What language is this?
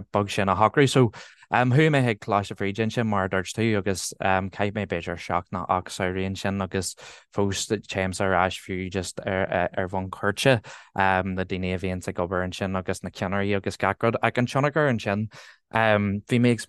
Irish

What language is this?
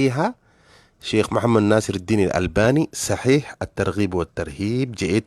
Oromo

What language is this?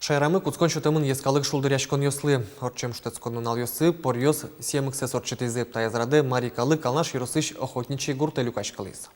Udmurt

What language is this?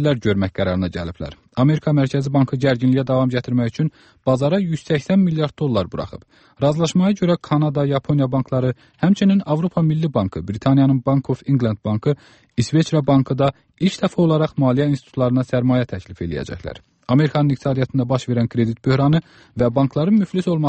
Azerbaijani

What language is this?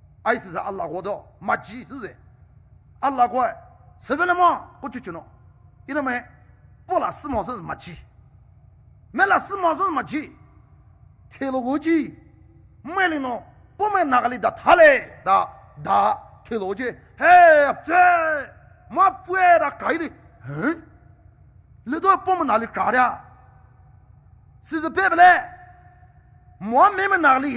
Poumei Naga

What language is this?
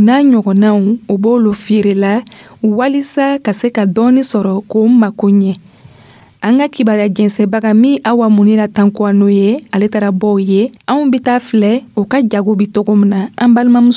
Dyula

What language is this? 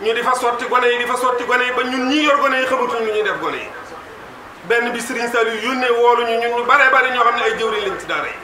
Wolof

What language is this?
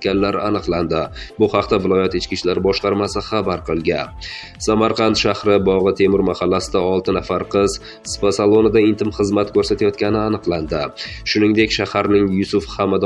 Uzbek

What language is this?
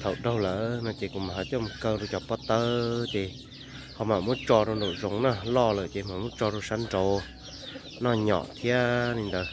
Hmong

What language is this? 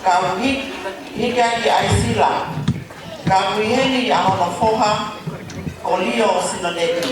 Tongan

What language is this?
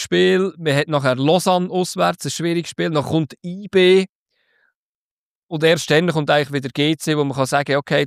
German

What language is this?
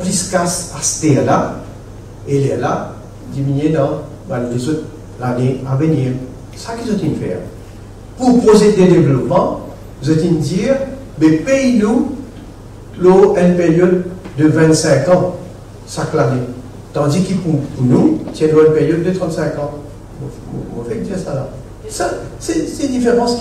Morisyen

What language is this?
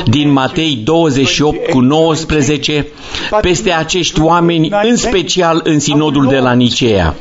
Romanian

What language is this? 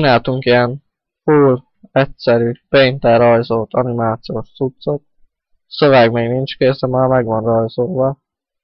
Hungarian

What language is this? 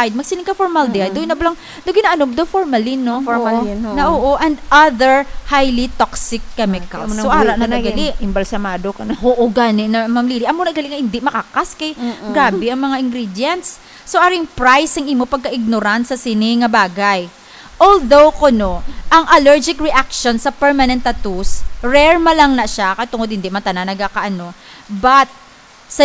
Hiligaynon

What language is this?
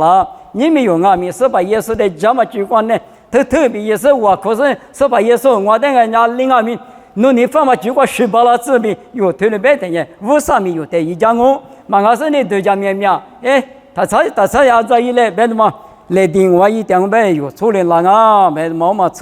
Lisu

